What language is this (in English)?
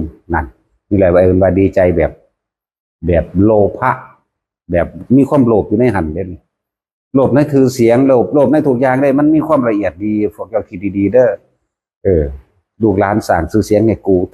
Northeastern Thai